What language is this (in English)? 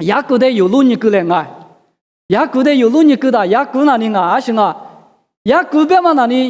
Lisu